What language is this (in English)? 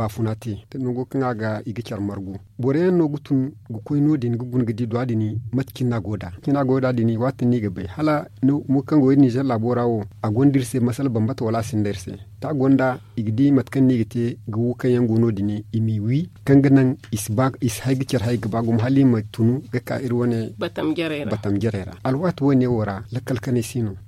Zarma